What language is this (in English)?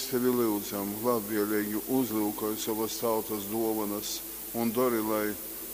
Latgalian